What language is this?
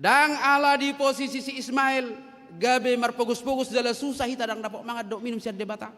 Batak Toba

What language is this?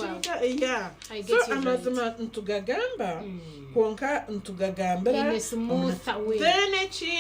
Nyankole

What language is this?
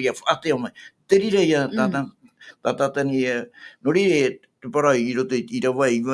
Tahitian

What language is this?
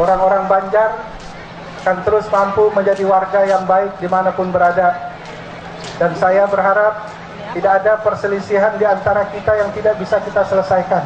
Banjar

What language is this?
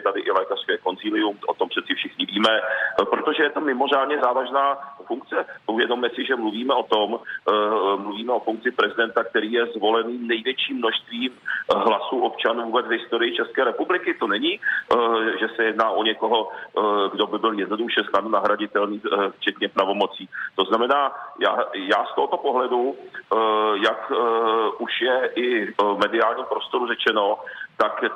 Czech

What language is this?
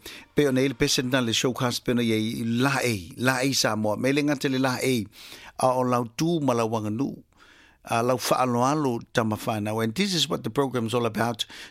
Samoan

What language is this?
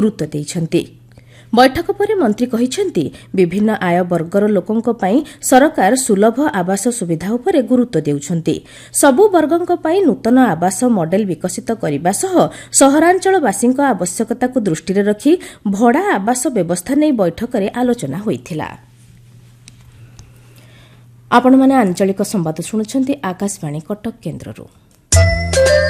Odia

